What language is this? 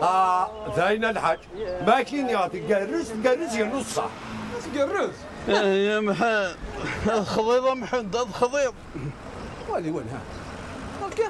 Kabyle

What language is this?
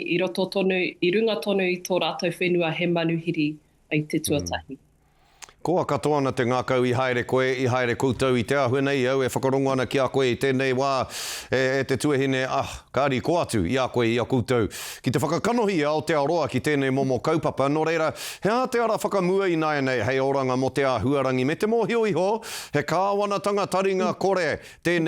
Māori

